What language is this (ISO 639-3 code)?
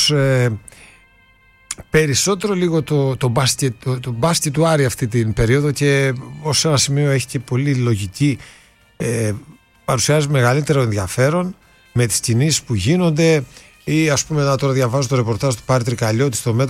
ell